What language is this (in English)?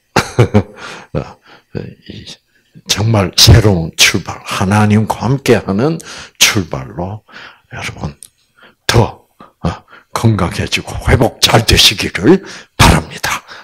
Korean